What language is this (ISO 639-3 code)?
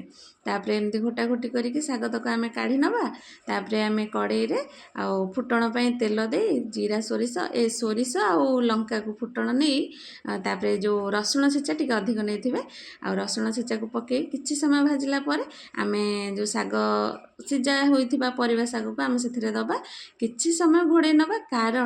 ori